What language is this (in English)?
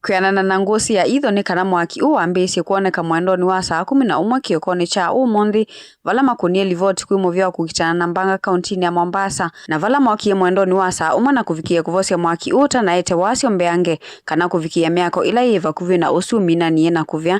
Kamba